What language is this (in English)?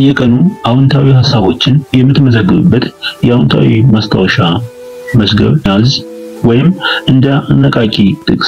Amharic